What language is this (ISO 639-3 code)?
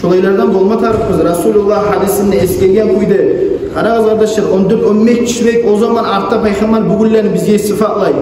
kum